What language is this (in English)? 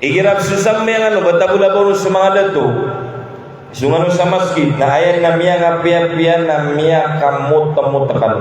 Maranao